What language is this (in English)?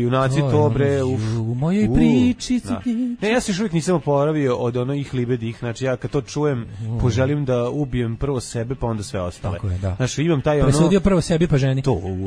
Serbian